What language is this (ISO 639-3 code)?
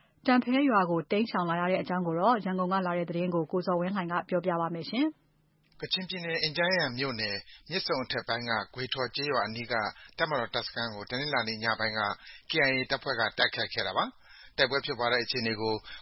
mya